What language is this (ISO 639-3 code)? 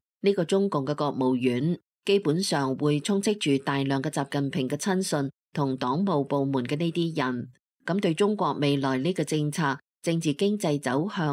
yue